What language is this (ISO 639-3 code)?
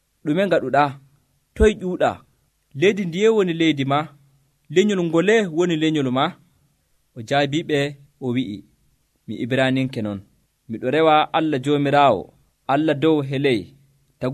fuv